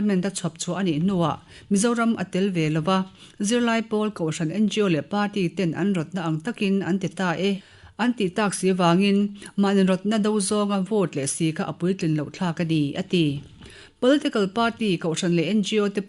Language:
Mizo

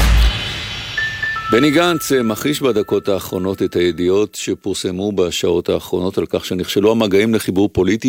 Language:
Hebrew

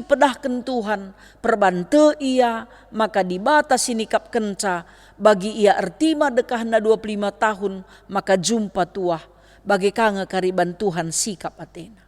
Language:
Batak Karo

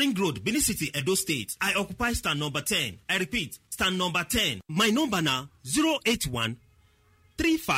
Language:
Nigerian Pidgin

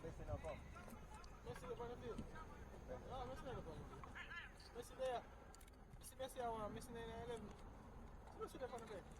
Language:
Jamaican Creole English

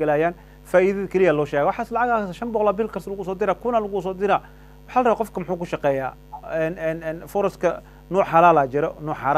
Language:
Somali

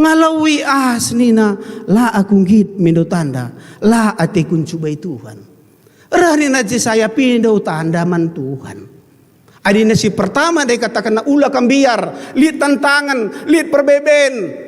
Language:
Batak Karo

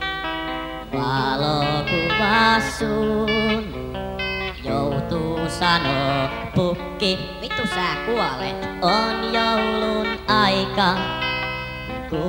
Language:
Finnish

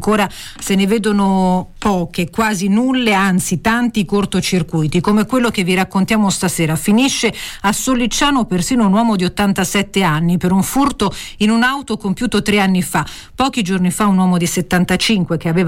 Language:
Italian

